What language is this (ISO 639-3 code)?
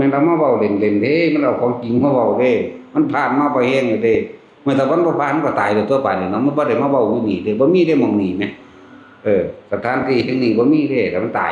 tts